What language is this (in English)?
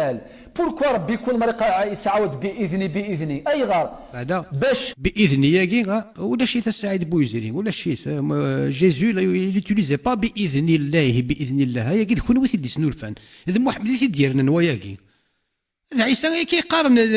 Kabyle